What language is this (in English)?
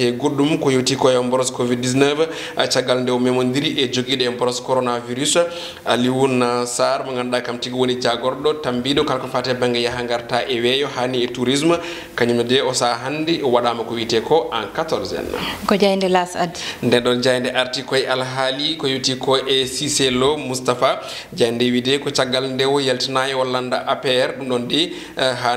Fula